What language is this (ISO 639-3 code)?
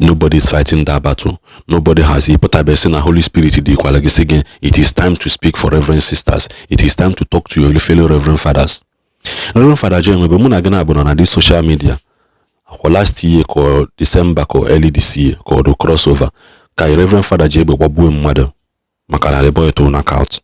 ibo